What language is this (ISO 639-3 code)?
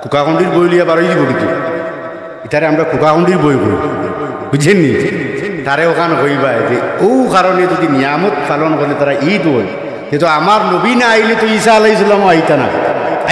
syl